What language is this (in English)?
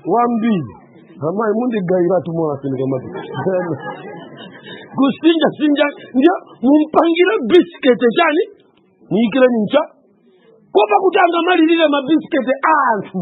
Nyanja